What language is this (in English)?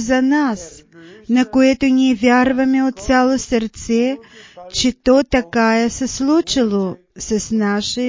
Bulgarian